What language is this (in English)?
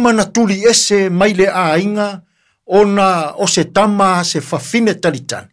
Samoan